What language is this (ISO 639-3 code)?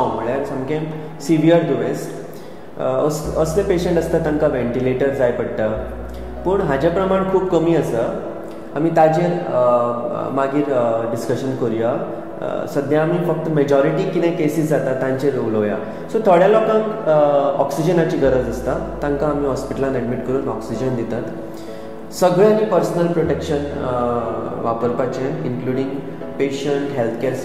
kok